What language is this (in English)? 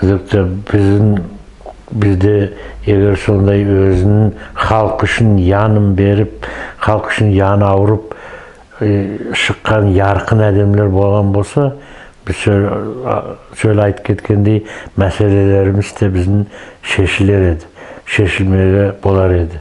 Nogai